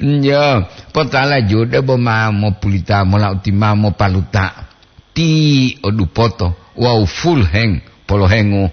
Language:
Gorontalo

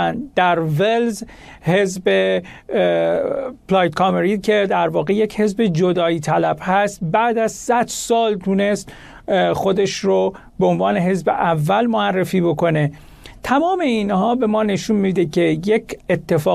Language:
Persian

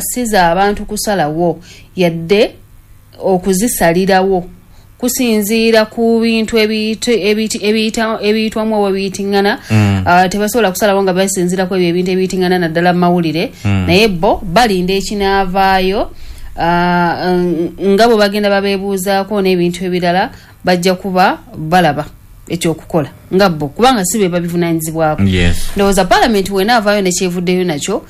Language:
Ganda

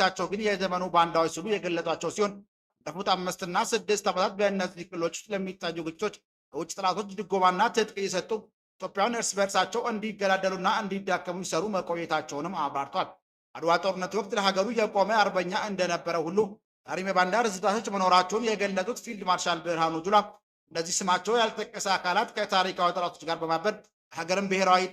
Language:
Amharic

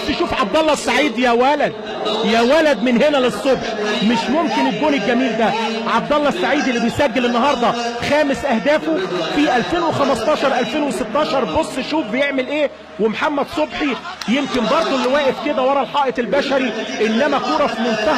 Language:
Egyptian Arabic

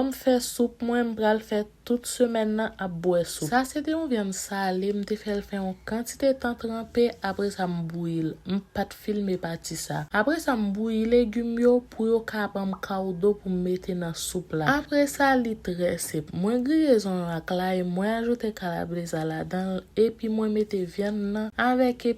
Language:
Haitian Creole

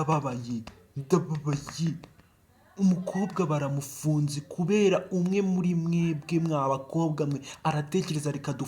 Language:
Kinyarwanda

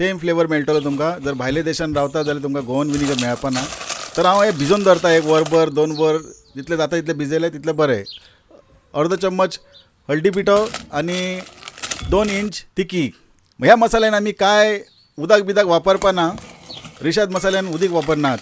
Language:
Konkani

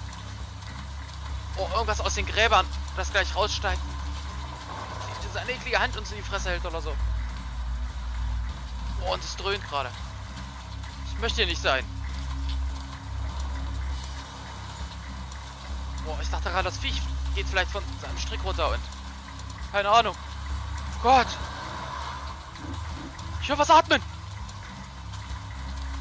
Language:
German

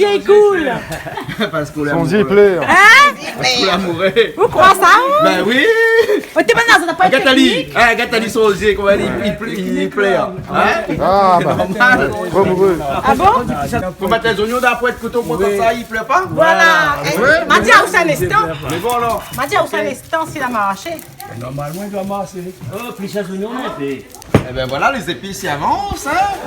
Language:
Réunion Creole French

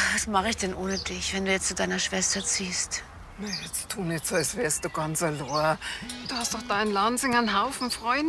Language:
Bavarian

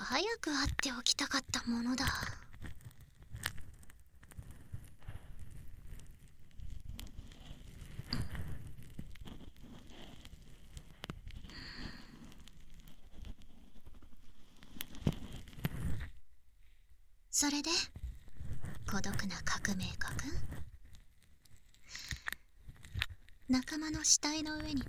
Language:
Japanese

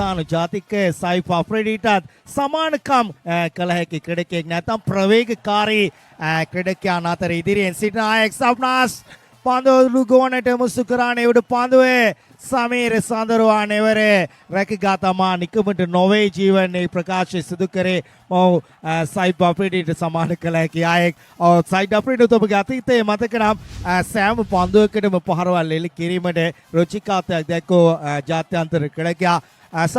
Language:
Sinhala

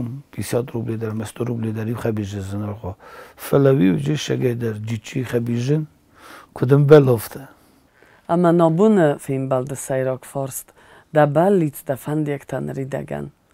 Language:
Ossetic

